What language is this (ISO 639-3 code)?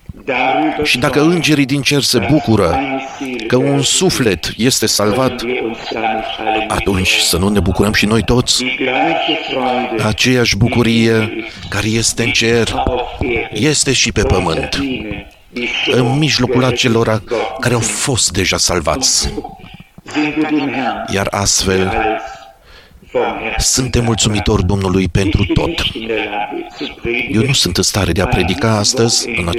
ron